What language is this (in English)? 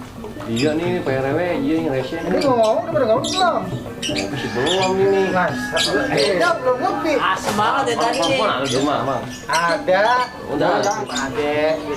Betawi